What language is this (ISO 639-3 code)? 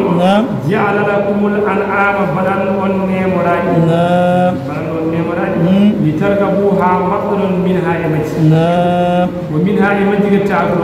ful